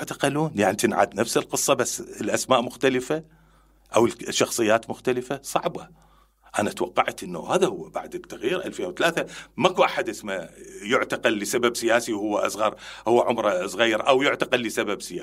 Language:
Mesopotamian Arabic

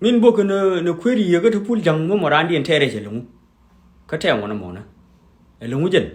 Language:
Nuer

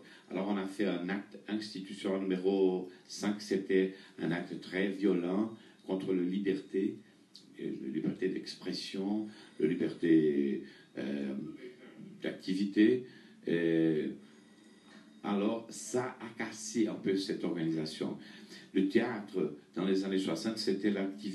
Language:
French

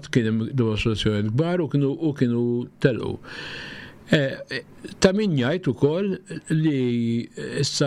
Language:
Maltese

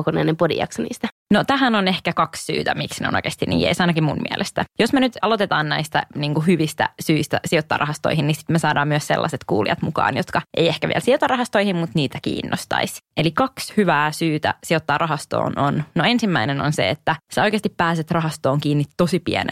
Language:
Finnish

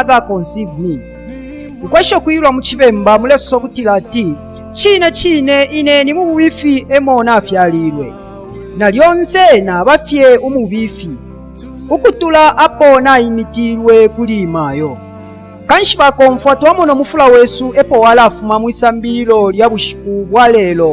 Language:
Bemba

